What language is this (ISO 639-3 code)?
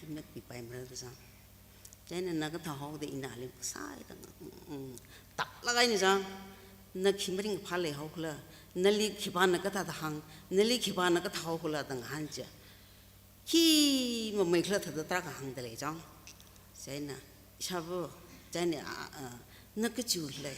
nmf